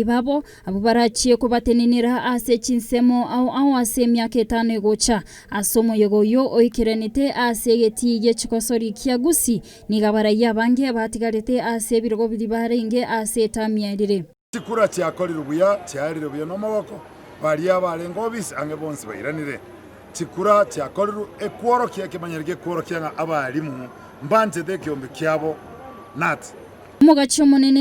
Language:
Gusii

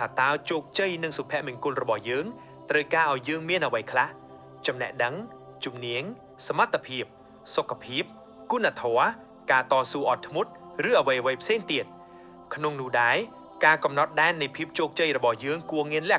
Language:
Khmer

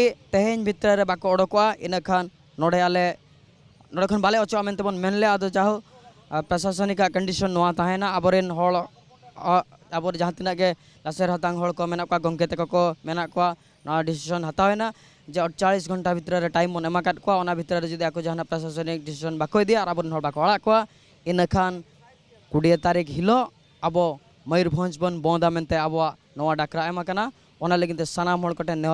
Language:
Santali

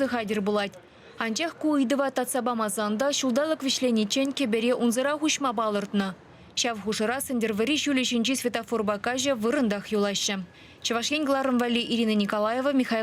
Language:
Chuvash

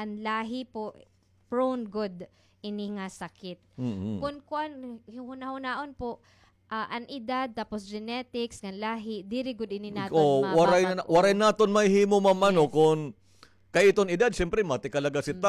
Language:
Waray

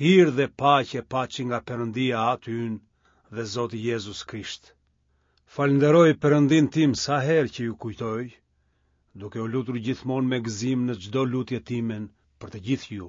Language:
Albanian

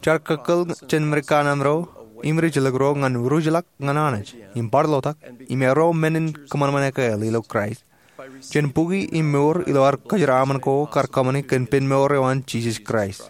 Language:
Marshallese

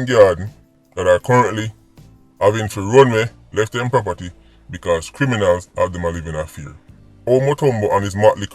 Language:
Jamaican Creole English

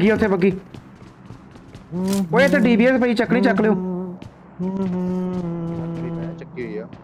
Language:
Punjabi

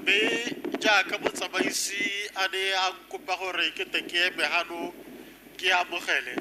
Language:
Tswana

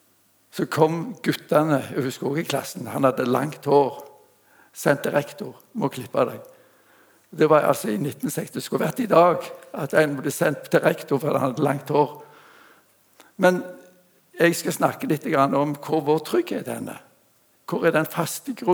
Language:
Norwegian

